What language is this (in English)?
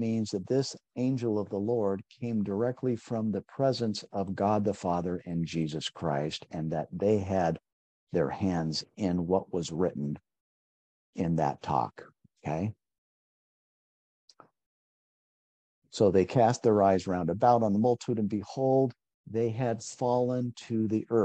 English